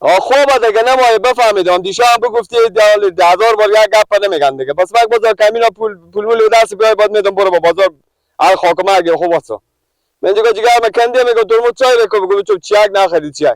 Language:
Persian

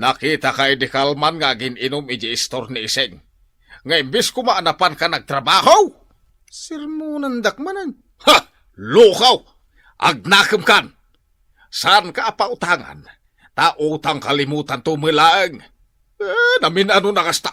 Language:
Iloko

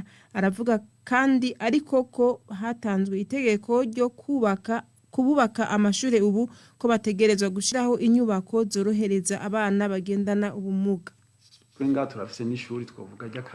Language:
Rundi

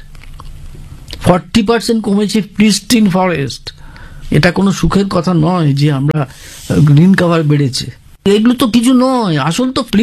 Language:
Bangla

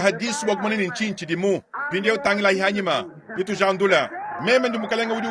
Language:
Luba-Lulua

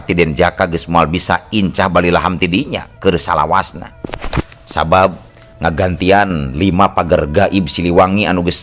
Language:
Sundanese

